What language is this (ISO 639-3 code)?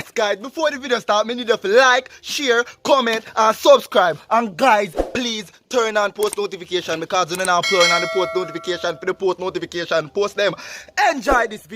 jam